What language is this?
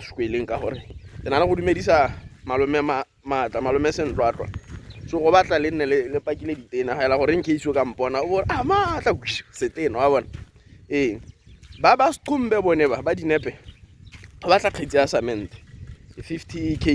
Tswana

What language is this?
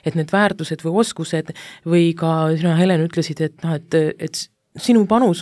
Estonian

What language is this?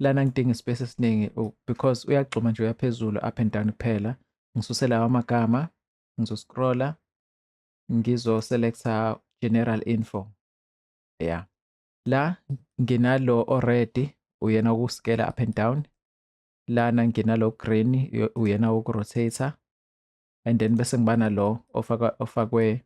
Zulu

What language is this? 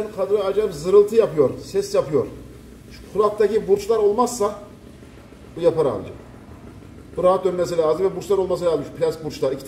Turkish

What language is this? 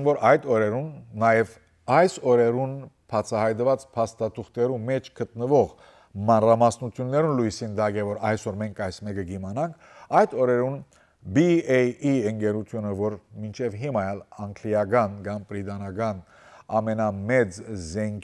Western Armenian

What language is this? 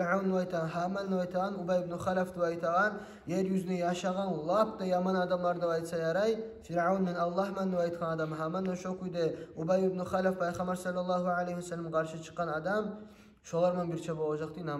Kumyk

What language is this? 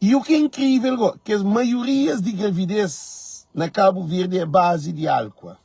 Kabuverdianu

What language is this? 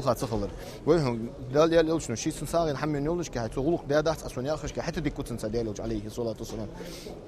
Ingush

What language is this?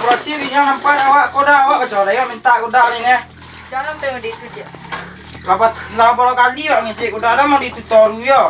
Minangkabau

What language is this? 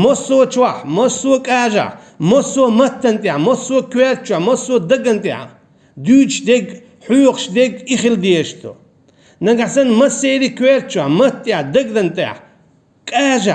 Chechen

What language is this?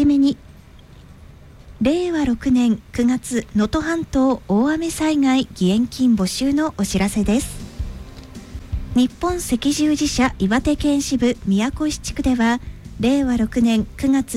Japanese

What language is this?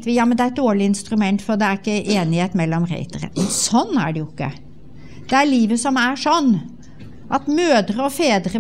Norwegian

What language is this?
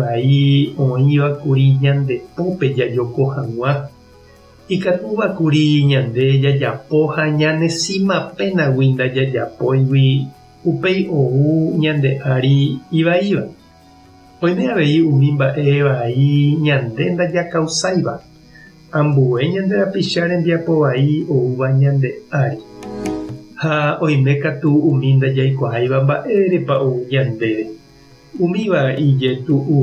Guarani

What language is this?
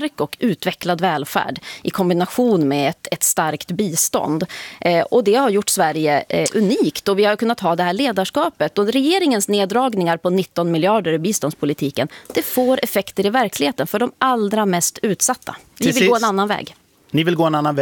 Swedish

